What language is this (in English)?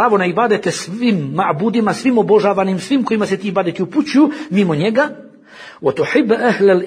Bosnian